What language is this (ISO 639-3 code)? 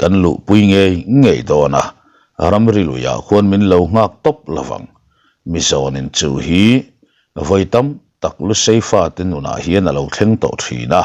lus